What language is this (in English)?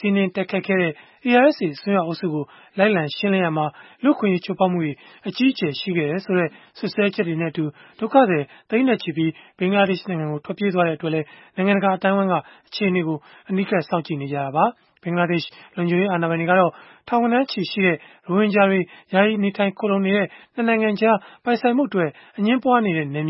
Burmese